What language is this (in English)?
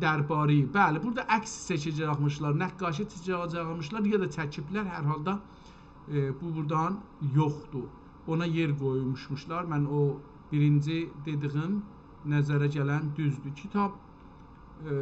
South Azerbaijani